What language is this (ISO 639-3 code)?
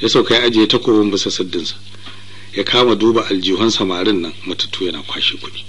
hau